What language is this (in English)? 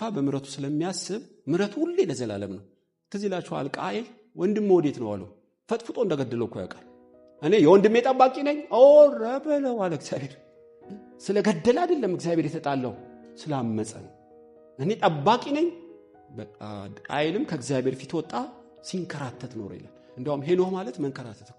Amharic